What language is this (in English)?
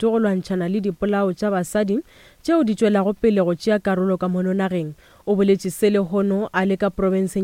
Northern Sotho